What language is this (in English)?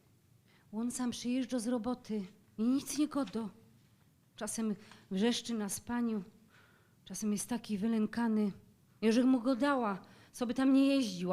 Silesian